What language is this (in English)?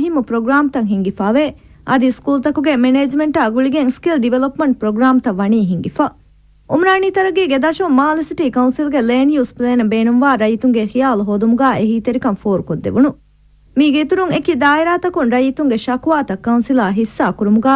Divehi